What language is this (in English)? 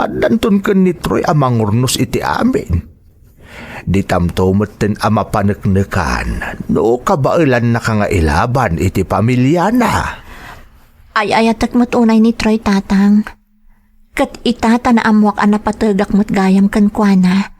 Iloko